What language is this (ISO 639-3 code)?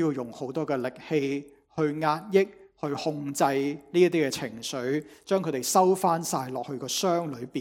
yue